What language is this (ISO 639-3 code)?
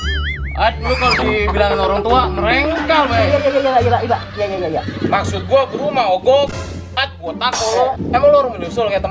bew